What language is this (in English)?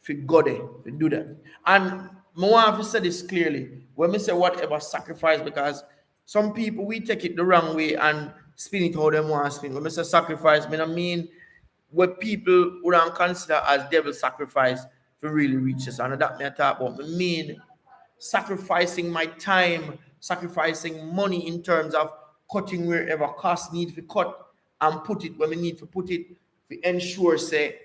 Jamaican Creole English